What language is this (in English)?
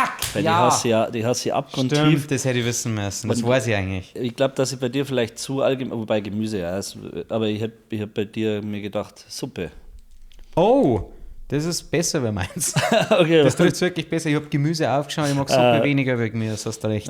Bavarian